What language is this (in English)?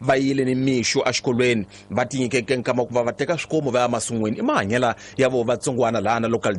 Tsonga